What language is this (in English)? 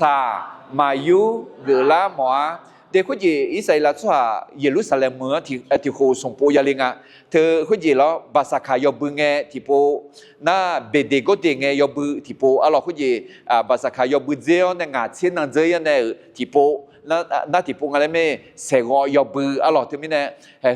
Akha